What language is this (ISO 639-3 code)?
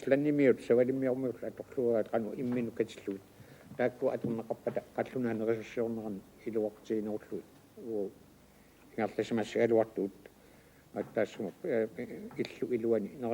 kal